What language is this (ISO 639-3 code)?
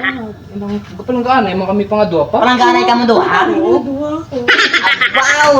hil